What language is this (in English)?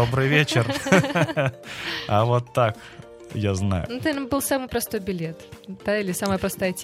Russian